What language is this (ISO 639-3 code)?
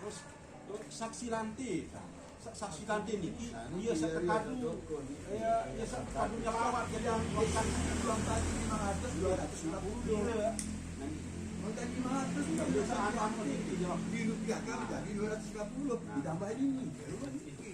sas